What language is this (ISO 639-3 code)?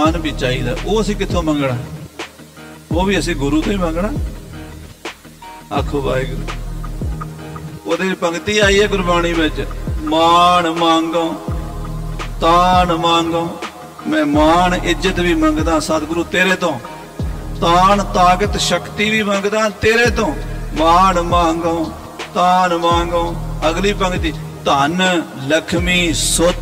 pan